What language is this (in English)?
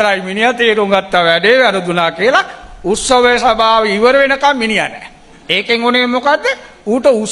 Sinhala